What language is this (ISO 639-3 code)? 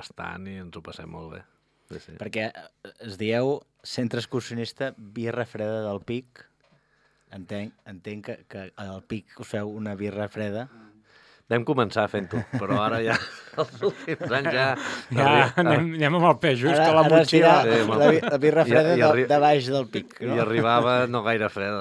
cat